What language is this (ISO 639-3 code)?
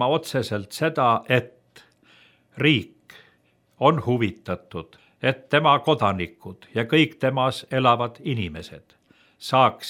est